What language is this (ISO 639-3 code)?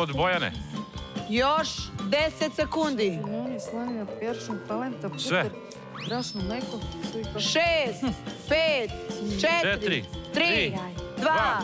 srp